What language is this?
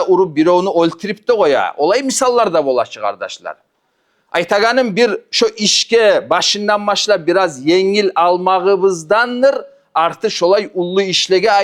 Kumyk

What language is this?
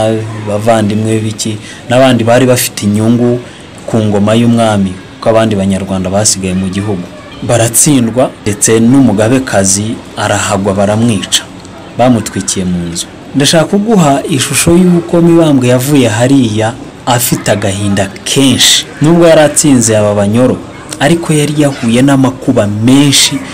Kinyarwanda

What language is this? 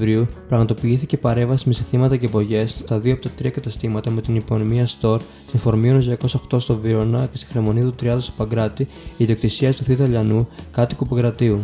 Greek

